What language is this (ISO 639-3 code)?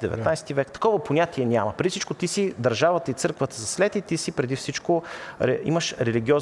bul